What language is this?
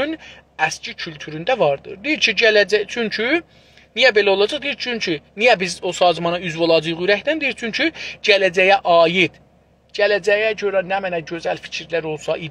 South Azerbaijani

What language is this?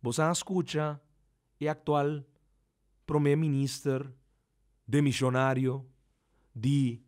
Papiamento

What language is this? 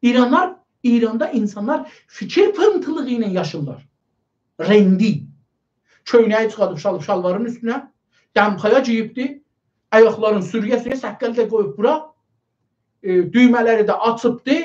South Azerbaijani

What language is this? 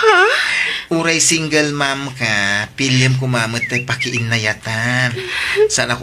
Iloko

